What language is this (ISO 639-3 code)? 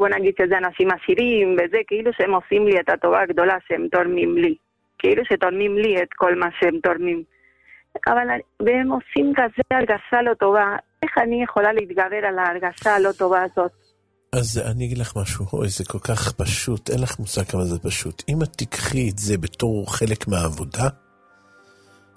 heb